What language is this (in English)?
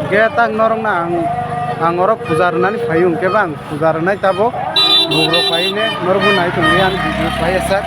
Kok Borok